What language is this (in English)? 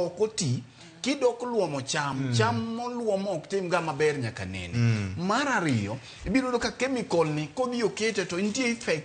Luo (Kenya and Tanzania)